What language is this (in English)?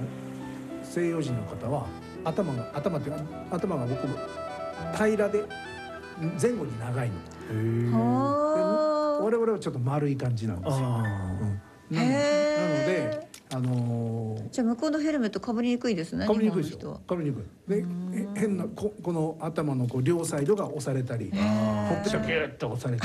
Japanese